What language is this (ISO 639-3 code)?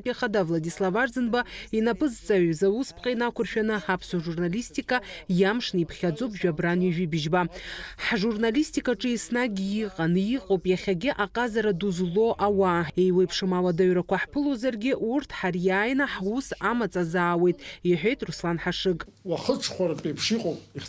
abk